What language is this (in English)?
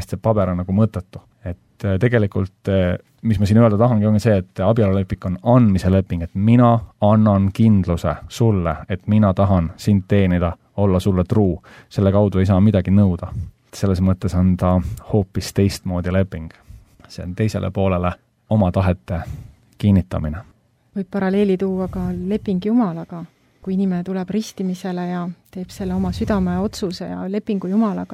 Estonian